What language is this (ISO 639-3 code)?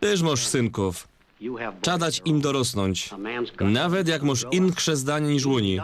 szl